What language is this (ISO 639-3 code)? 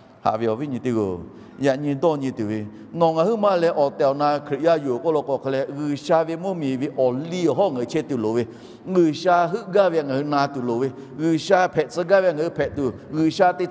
lhu